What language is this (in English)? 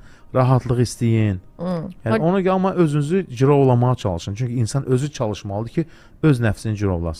Azerbaijani